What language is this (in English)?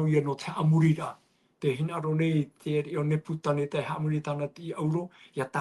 Tahitian